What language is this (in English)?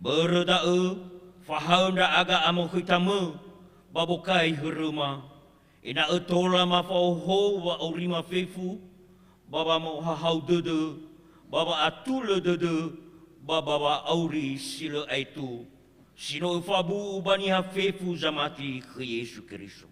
Nias